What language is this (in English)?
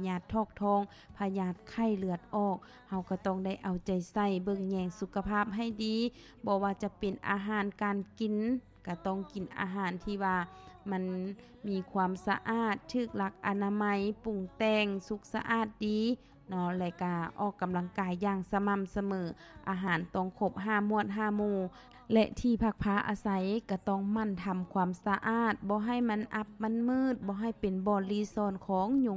Lao